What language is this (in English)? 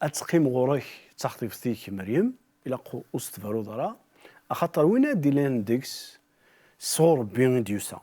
Kabyle